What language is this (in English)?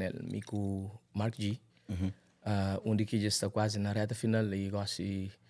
Kabuverdianu